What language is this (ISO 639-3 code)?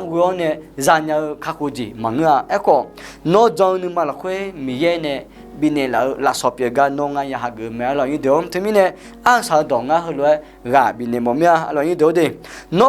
ahk